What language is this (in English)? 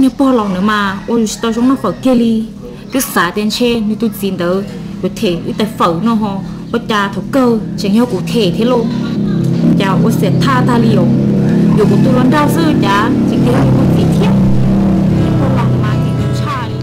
Hmong